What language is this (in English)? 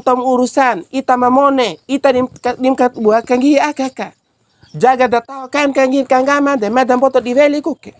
Bima